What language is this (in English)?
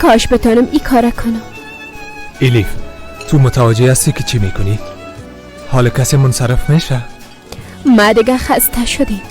Persian